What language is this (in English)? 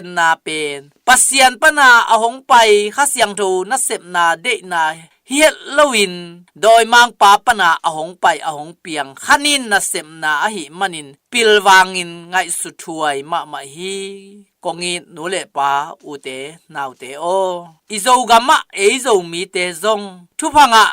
Tedim Chin